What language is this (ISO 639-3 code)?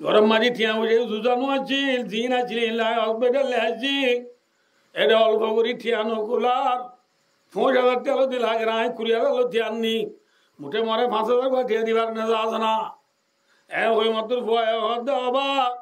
rhg